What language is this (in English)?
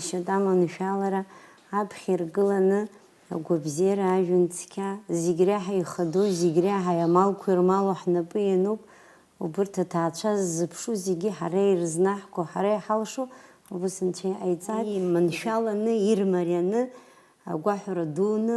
Abkhazian